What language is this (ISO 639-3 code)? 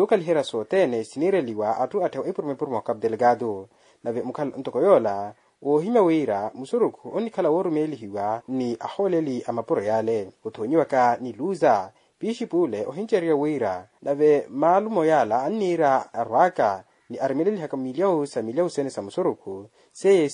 vmw